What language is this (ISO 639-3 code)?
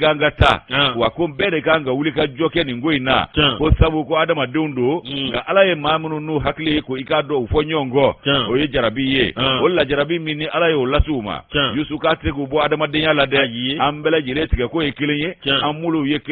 bam